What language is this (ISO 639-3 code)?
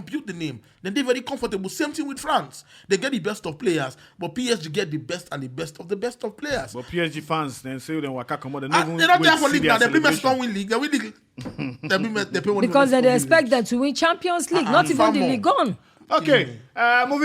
pcm